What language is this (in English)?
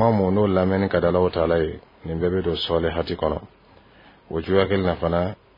Dyula